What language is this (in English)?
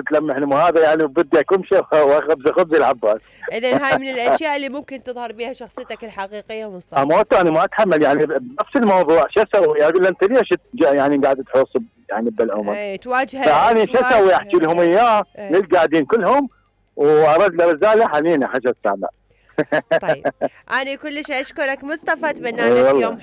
Mesopotamian Arabic